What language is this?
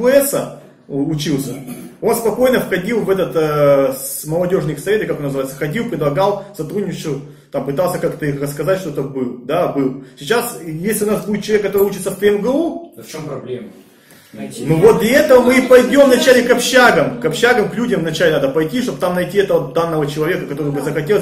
Russian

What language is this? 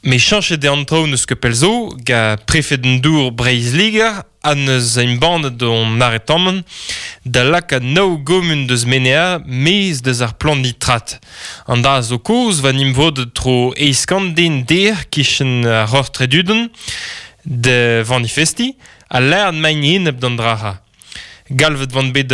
Breton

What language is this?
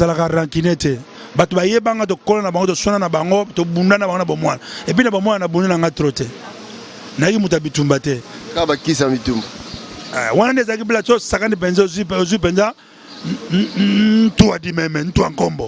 Lingala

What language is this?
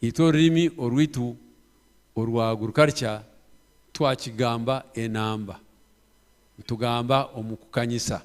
Nyankole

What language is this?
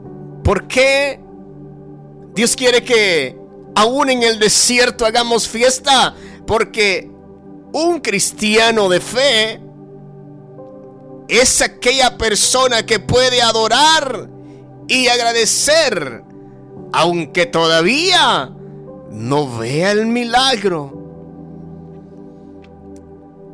Spanish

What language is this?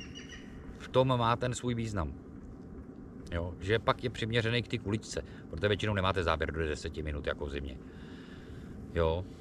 Czech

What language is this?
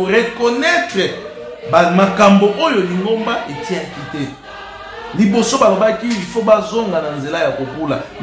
Lingala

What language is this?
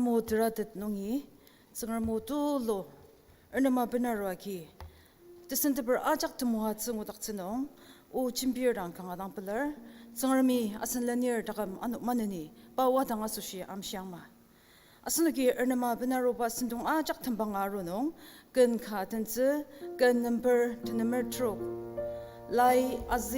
Ao Naga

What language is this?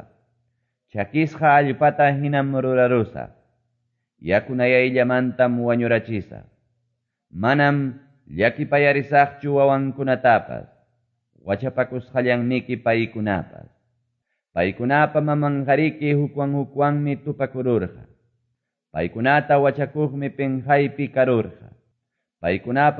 Quechua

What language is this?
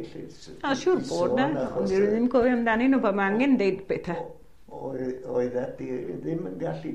Welsh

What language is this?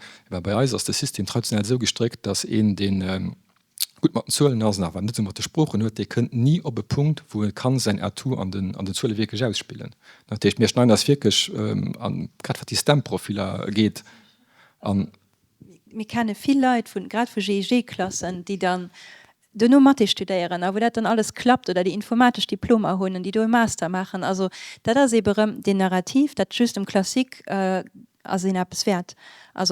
Luxembourgish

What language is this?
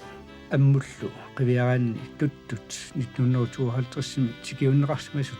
Kalaallisut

